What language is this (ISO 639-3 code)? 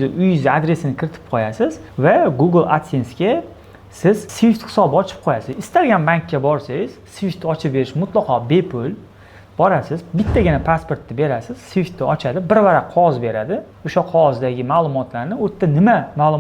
uzb